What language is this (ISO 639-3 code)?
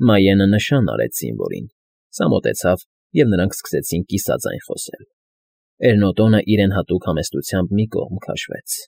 hye